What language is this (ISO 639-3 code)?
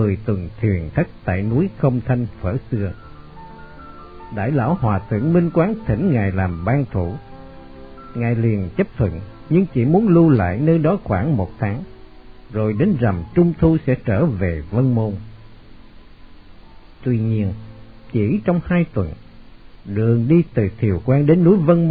vie